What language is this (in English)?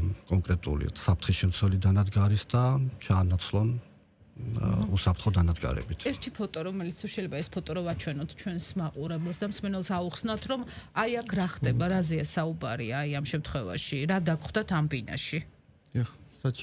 Georgian